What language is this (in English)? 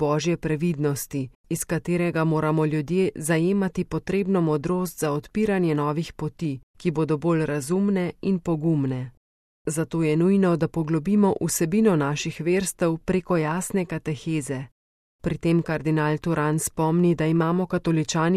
Slovenian